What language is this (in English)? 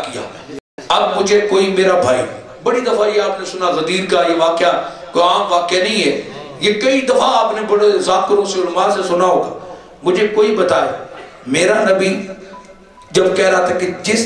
Urdu